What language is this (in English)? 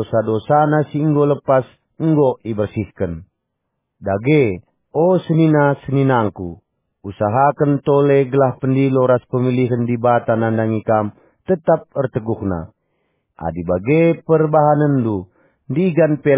Batak Karo